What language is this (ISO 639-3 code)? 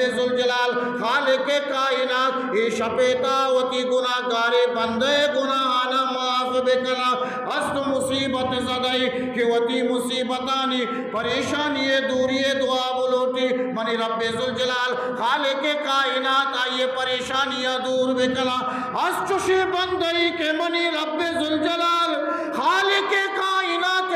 bgp